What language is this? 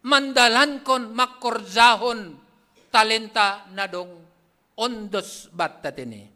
Batak Simalungun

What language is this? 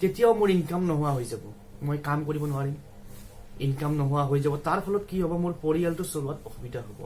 Assamese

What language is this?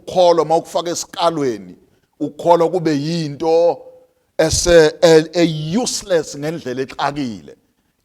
Zulu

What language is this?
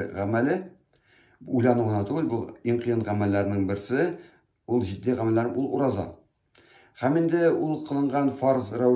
Tatar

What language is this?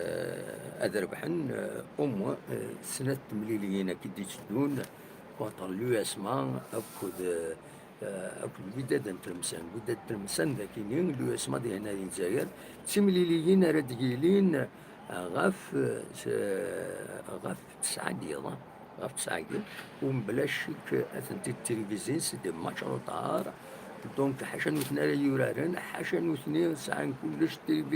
Kabyle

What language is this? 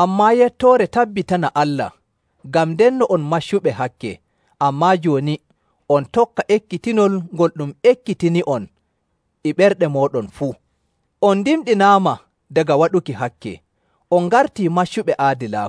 Nigerian Fulfulde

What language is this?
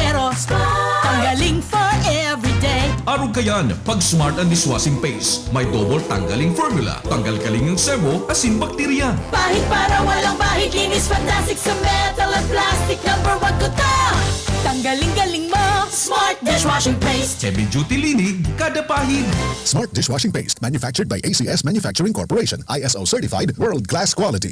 Bikol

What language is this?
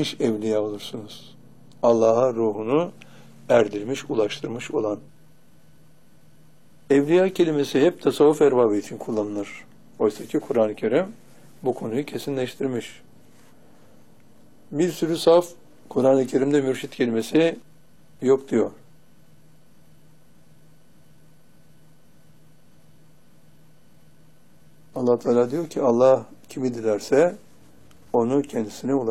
Turkish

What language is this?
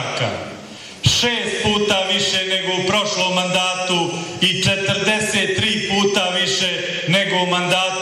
Bosnian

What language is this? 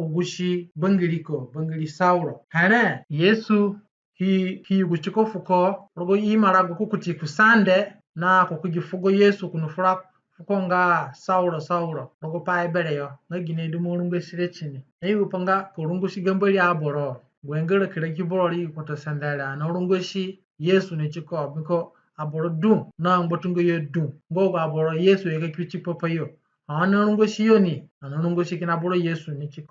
Zande (individual language)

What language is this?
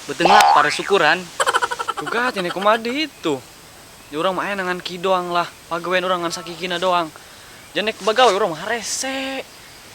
Sundanese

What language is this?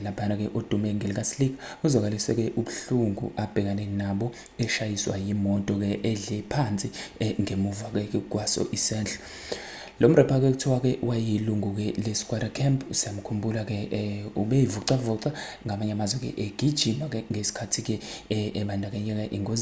Zulu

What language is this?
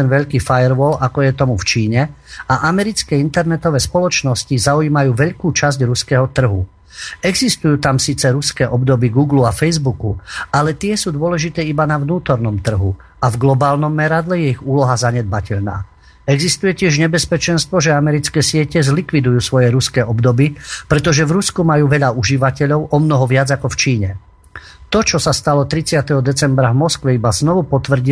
Slovak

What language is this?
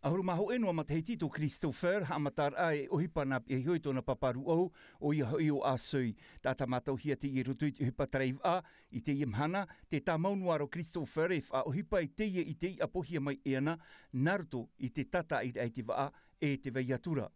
Tahitian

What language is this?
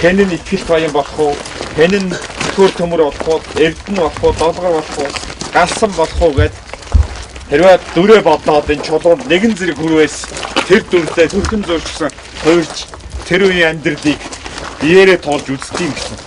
Mongolian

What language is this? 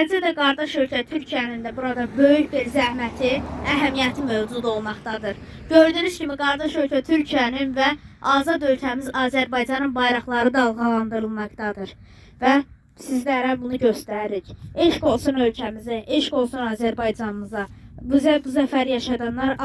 Azerbaijani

